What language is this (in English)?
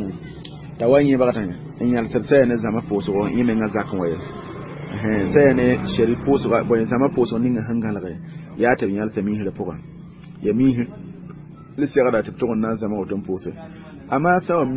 Mossi